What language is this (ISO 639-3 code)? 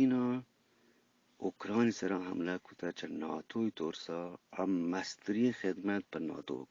bgp